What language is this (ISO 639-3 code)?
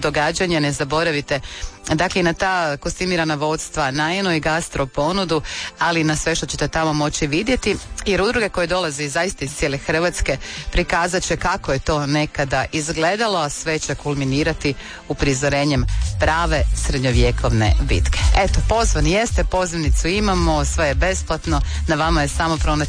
hrv